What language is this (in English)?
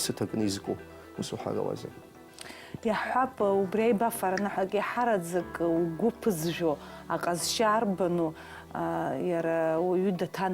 Abkhazian